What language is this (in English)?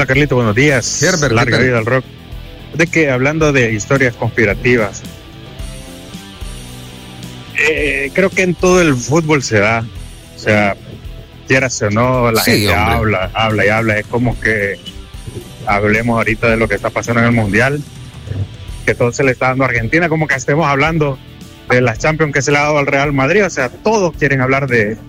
Spanish